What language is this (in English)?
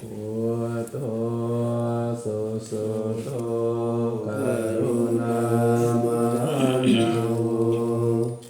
Pali